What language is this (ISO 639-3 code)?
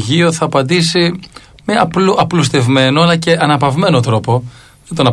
ell